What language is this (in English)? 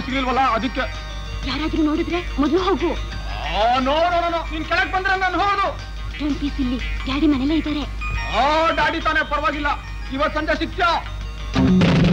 Kannada